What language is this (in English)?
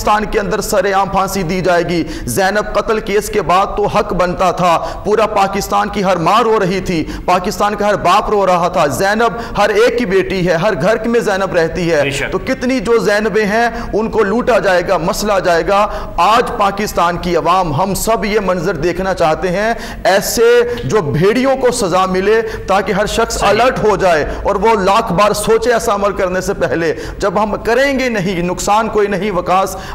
Urdu